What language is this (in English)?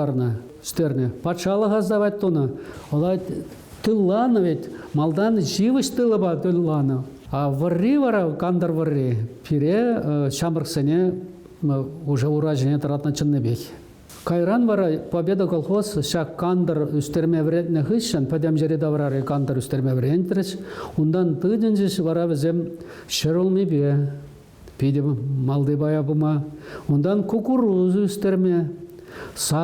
Chuvash